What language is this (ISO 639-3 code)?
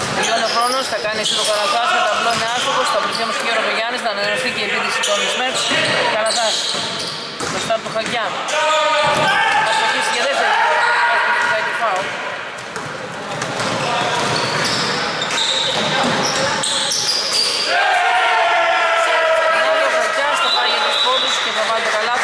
ell